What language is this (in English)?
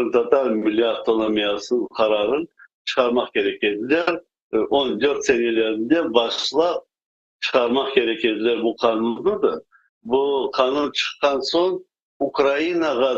Crimean Tatar